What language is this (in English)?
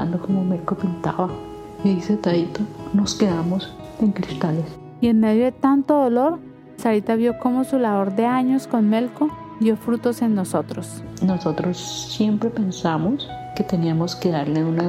Spanish